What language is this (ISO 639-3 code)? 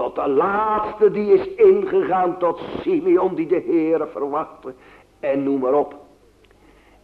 nld